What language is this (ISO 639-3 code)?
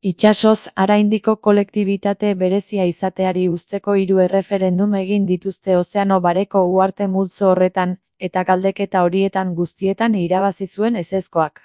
eus